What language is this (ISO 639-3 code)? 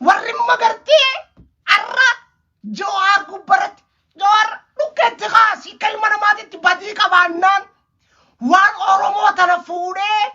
orm